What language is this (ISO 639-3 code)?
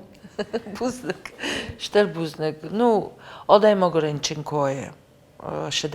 oss